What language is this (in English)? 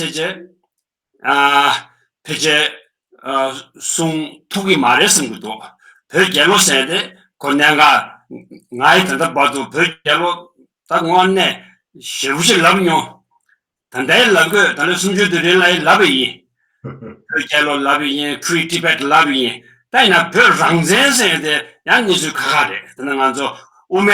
Tibetan